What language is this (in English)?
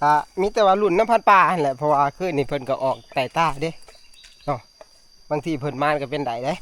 Northeastern Thai